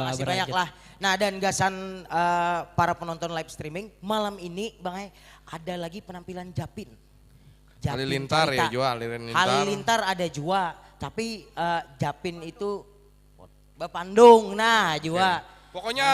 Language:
Banjar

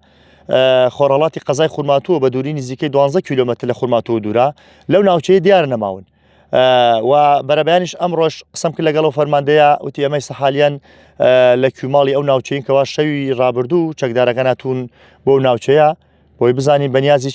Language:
Central Kurdish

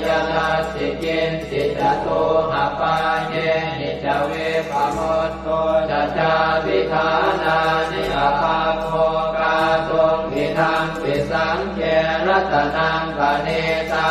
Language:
Pali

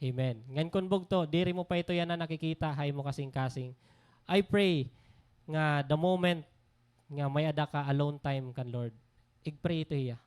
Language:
Waray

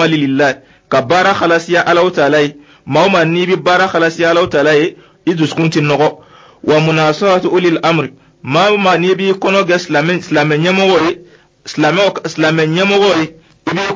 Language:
Dyula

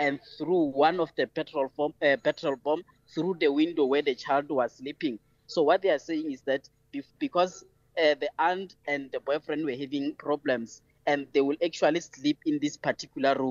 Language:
English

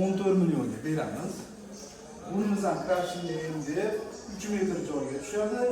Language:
Uzbek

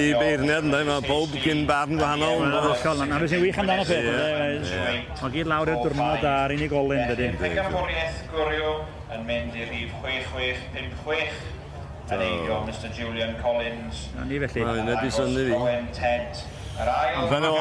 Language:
Welsh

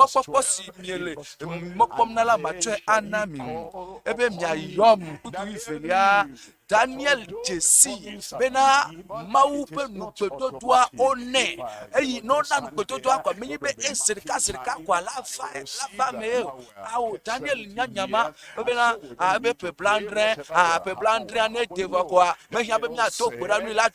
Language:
Ewe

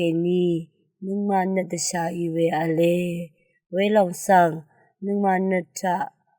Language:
Rawang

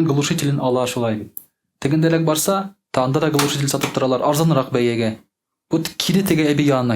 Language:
Tatar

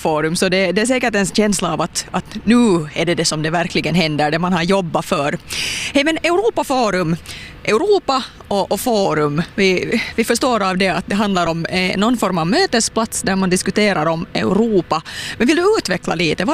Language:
Swedish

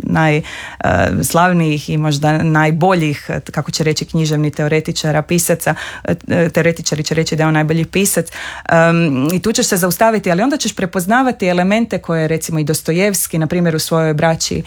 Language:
Croatian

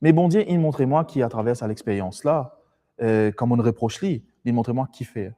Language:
Morisyen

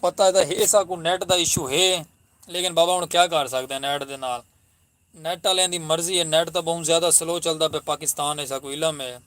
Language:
Saraiki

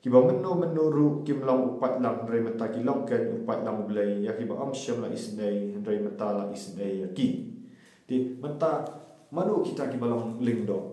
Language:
Khasi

